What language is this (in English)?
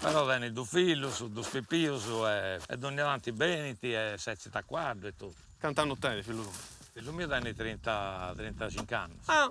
Sardinian